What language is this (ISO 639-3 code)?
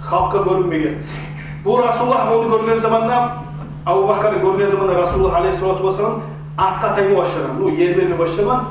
kum